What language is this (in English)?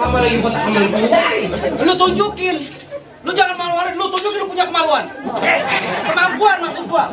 Betawi